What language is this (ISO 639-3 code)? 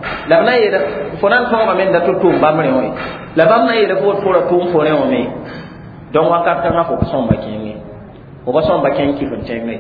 mos